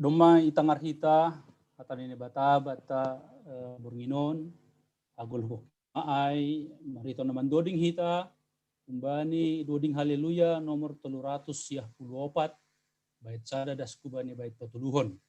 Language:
Batak Simalungun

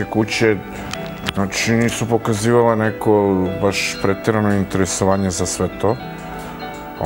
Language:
Serbian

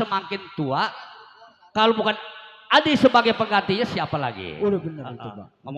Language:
Betawi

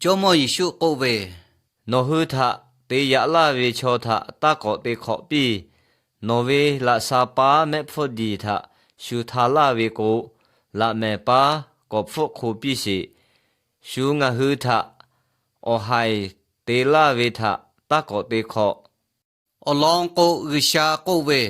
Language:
Lahu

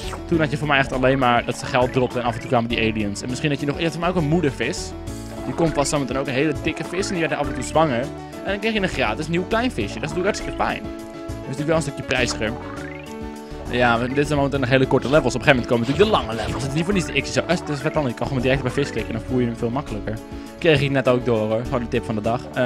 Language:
Dutch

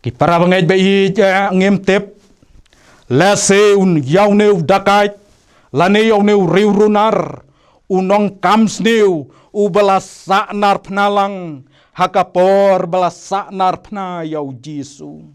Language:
Khasi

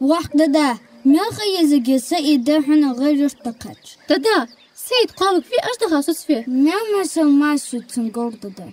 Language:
Ingush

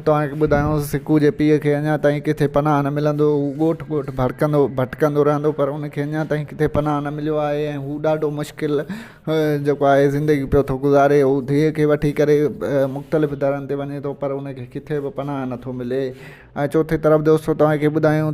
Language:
Sindhi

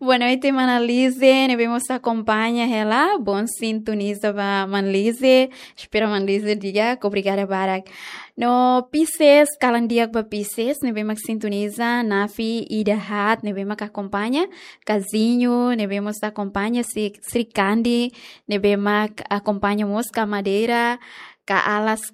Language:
Tetum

